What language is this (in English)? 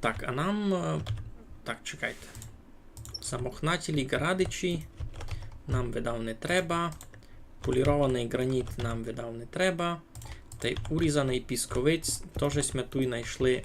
Rusyn